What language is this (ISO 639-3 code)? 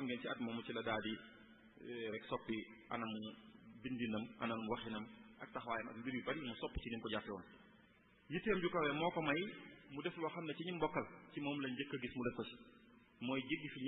wol